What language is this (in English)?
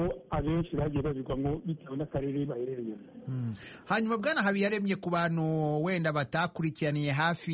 Kinyarwanda